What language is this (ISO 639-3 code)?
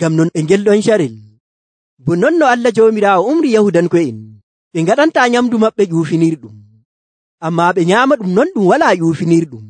fuv